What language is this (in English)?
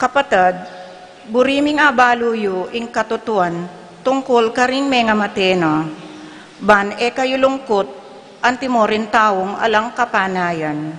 Pampanga